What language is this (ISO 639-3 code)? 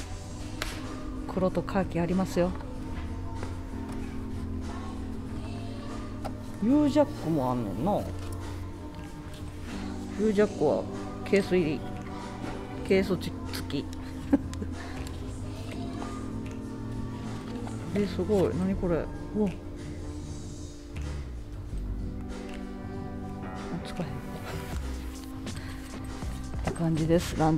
jpn